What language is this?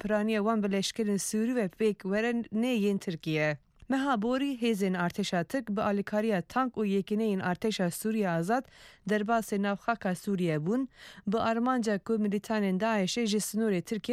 Kurdish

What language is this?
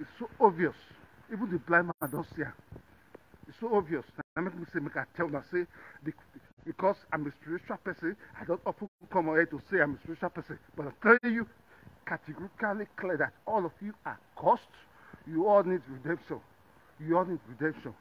Nigerian Pidgin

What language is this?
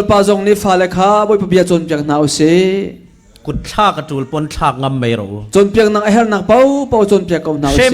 Falam Chin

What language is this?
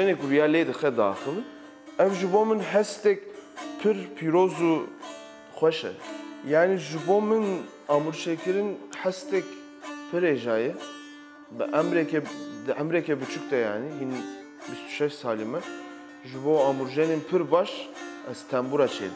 Kurdish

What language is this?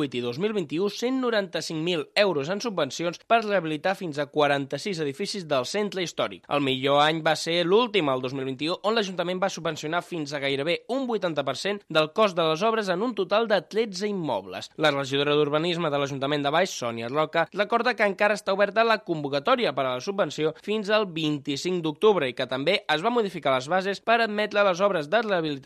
Catalan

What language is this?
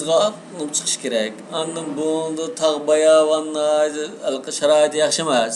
Uyghur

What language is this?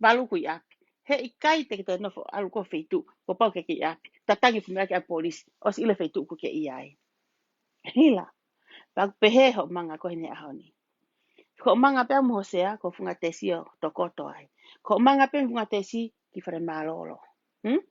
Tongan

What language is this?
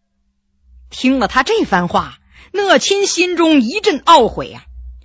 Chinese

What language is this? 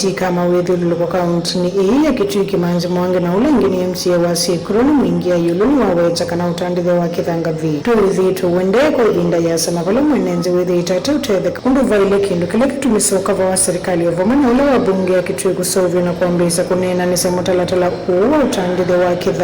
Kamba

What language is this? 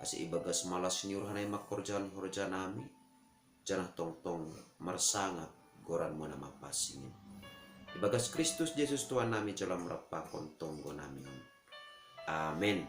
Batak Simalungun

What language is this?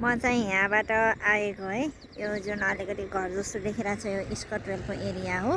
Nepali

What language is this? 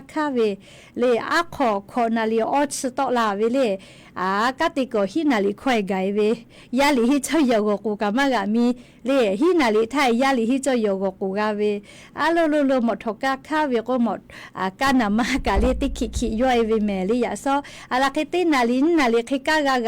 Lahu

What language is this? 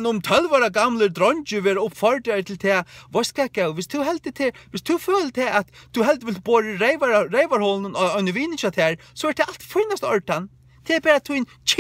Faroese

